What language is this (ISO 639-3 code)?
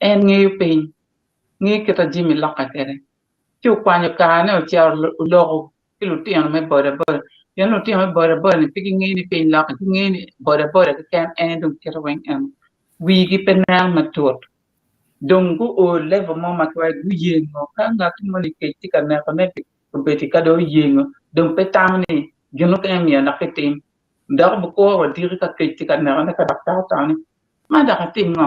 ach